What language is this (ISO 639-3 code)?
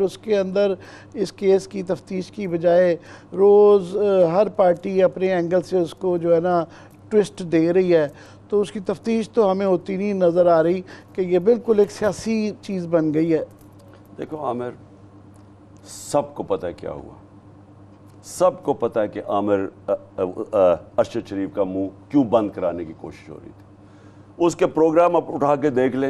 urd